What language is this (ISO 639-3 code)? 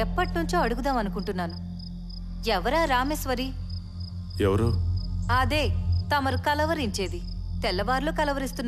tel